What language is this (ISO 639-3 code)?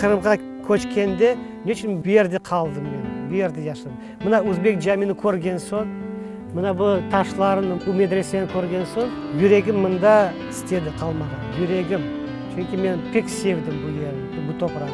crh